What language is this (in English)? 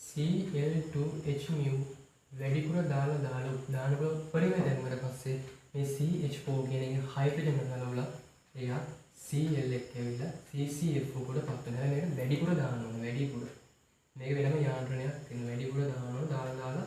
Sinhala